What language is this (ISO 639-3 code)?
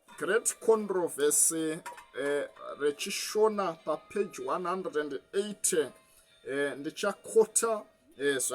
sna